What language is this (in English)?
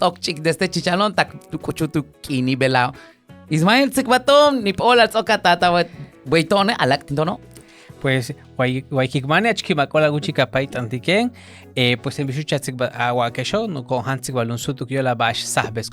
Yucateco